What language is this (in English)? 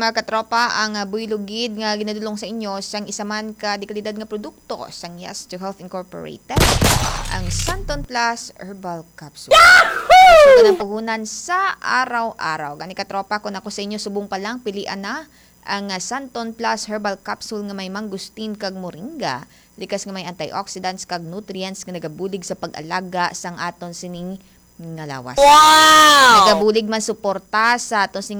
Hiligaynon